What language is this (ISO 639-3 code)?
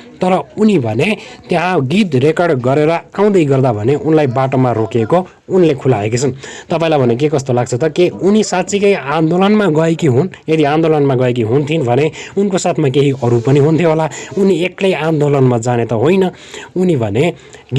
nep